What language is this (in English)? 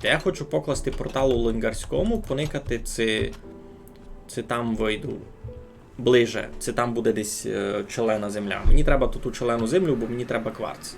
Rusyn